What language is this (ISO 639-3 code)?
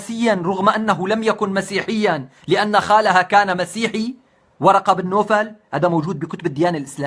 apc